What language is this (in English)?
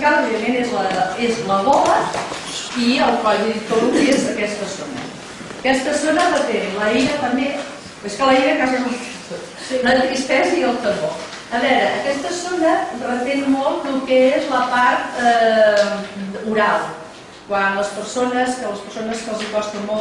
Catalan